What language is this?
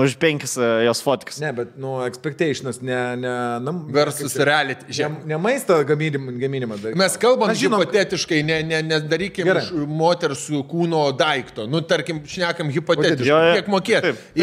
Lithuanian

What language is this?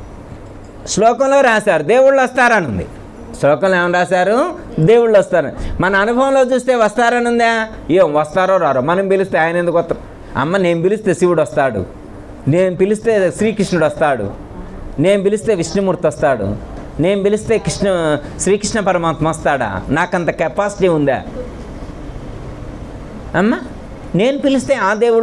Telugu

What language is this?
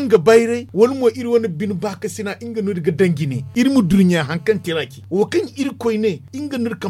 Zarma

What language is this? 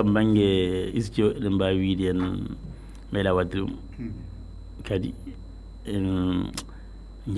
Fula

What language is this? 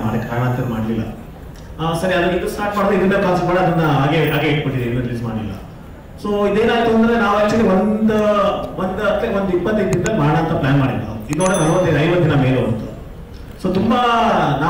Kannada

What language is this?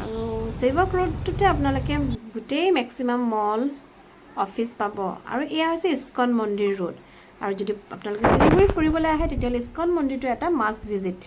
Assamese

